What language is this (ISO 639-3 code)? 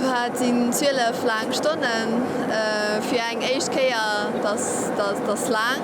ltz